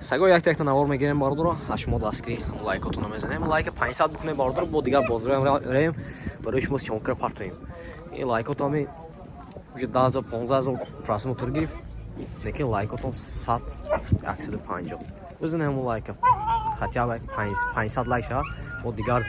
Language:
Tajik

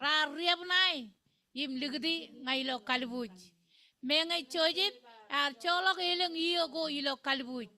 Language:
Marshallese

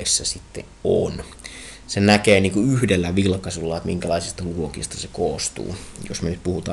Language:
Finnish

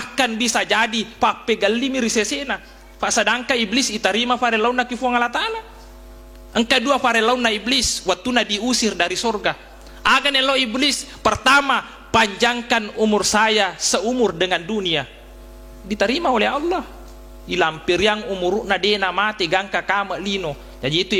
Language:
Buginese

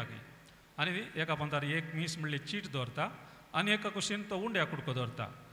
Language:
Konkani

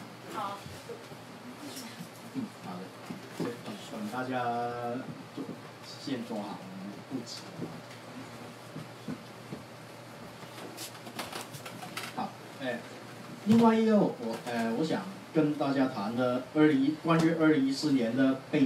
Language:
Chinese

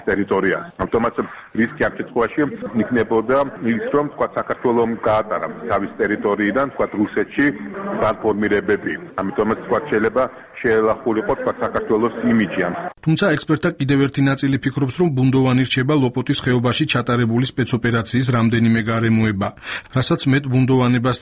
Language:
Georgian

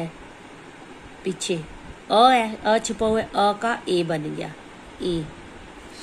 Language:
Hindi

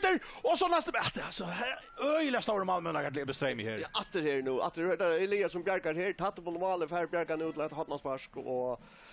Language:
Faroese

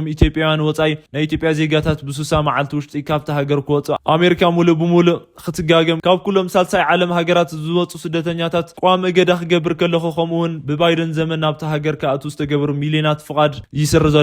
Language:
Tigrinya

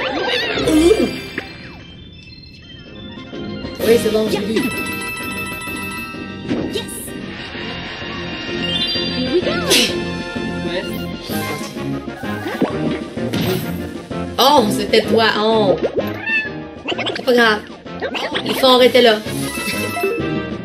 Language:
French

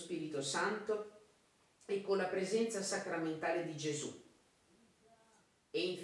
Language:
Italian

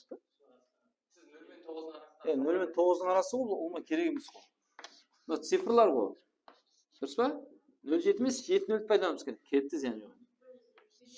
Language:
Kara-Kalpak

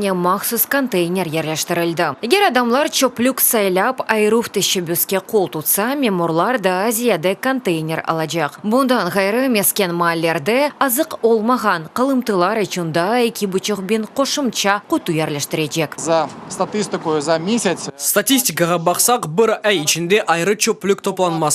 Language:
Crimean Tatar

